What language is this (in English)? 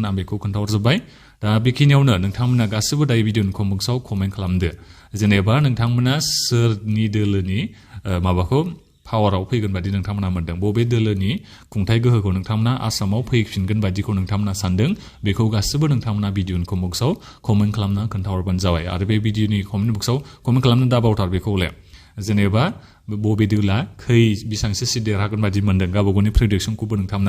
Bodo